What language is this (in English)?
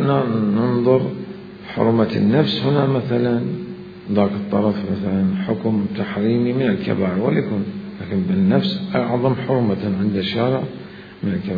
Mesopotamian Arabic